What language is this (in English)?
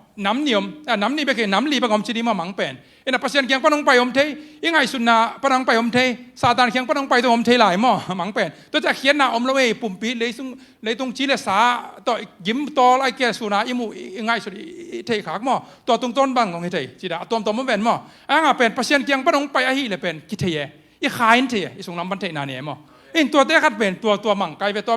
Tedim Chin